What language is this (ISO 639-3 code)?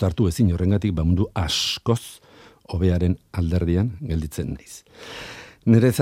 eus